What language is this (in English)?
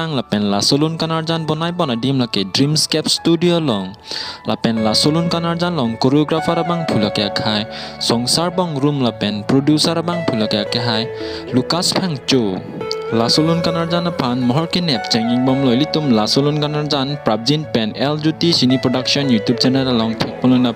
Karbi